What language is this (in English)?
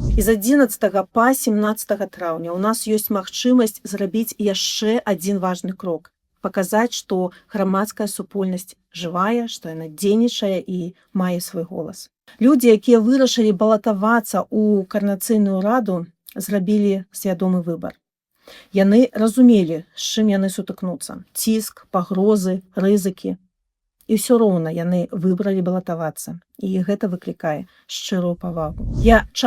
Belarusian